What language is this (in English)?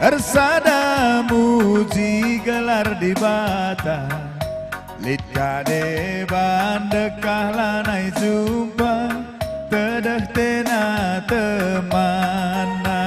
Batak Karo